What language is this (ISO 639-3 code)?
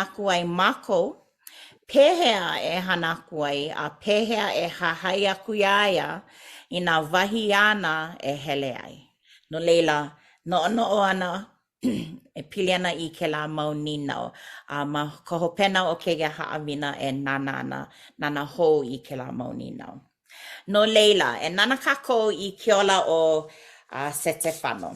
haw